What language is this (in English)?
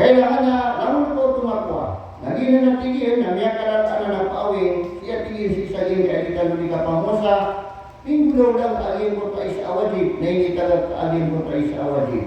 Maranao